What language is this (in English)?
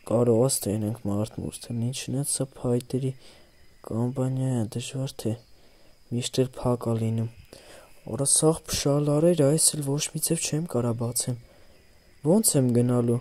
Armenian